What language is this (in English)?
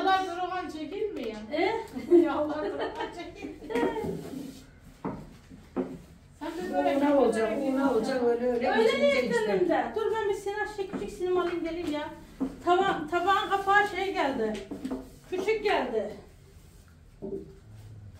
Turkish